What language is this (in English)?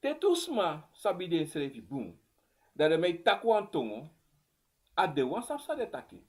Sranan Tongo